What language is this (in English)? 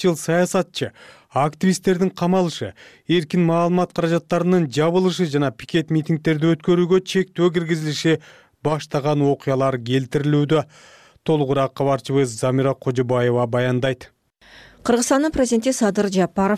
Kyrgyz